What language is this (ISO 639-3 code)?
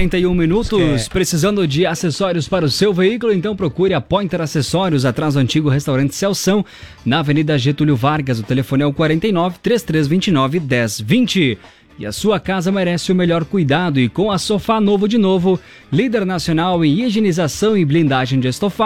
por